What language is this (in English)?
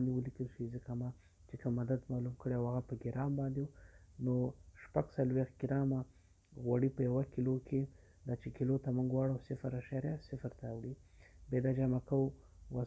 Pashto